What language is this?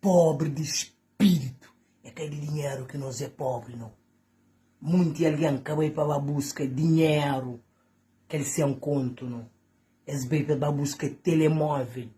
Kabuverdianu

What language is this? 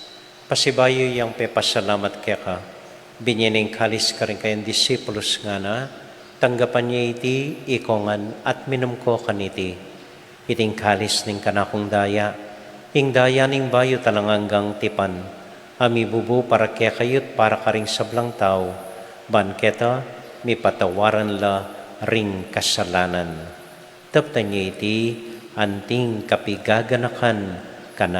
Pampanga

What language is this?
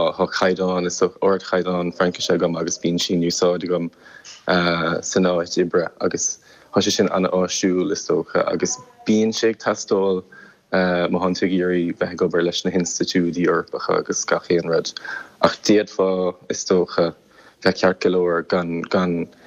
Irish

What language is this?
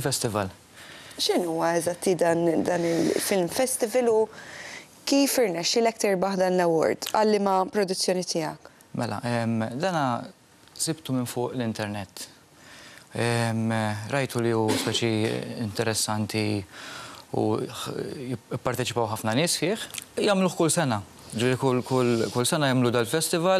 Maltese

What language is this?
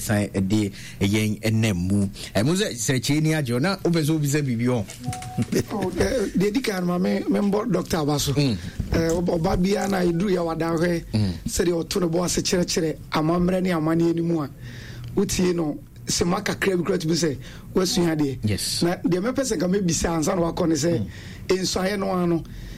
Akan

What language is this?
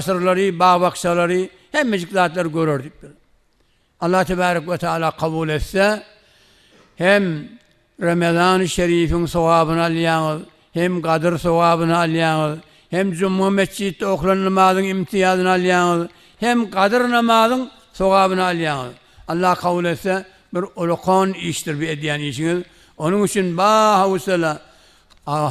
Turkmen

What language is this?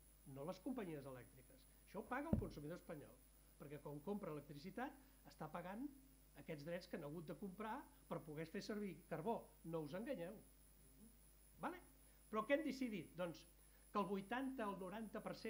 Catalan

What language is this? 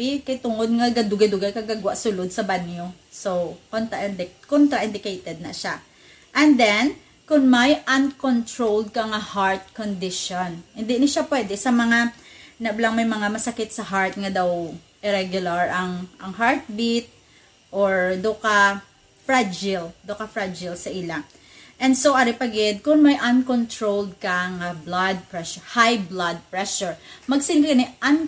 Hiligaynon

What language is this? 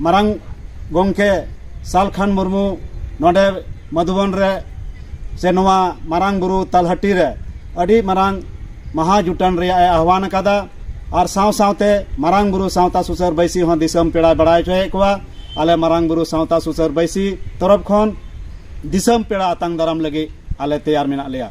Santali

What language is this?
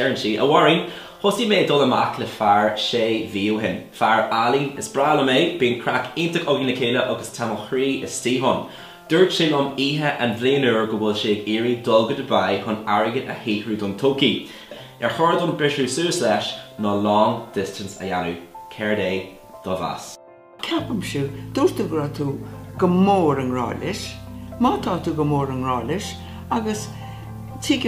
Irish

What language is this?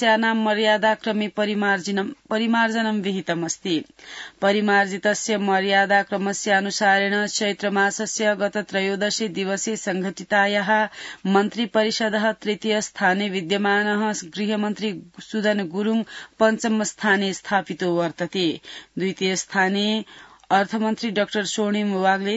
Sanskrit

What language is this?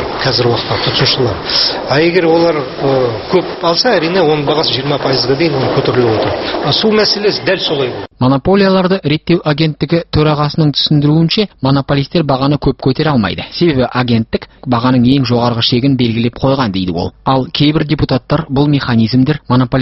Kazakh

